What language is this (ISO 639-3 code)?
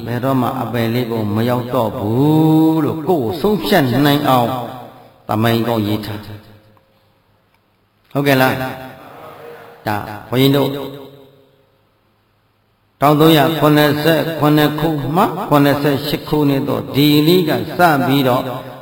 mya